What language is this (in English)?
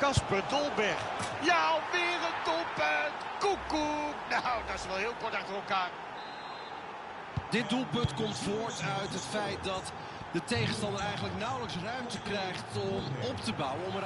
Dutch